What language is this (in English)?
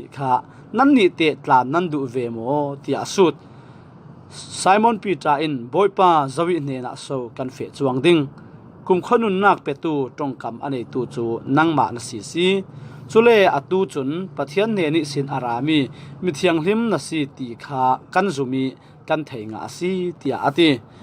Falam Chin